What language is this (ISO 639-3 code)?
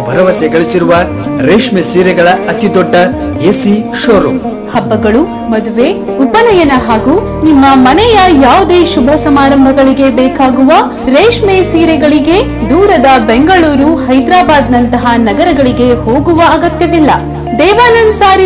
kan